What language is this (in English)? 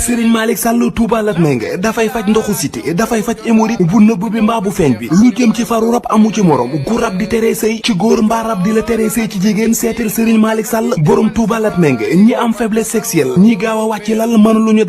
Wolof